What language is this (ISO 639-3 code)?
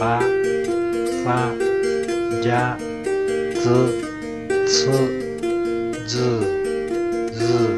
lhu